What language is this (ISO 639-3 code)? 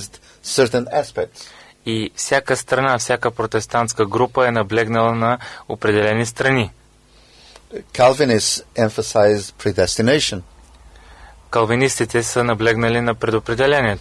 bul